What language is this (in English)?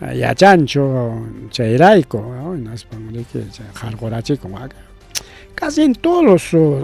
Ayacucho Quechua